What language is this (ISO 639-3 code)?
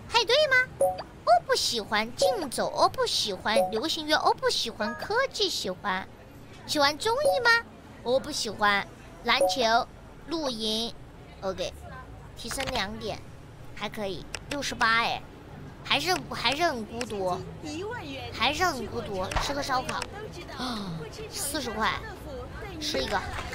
zho